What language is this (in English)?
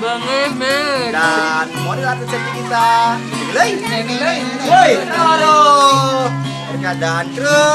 Sasak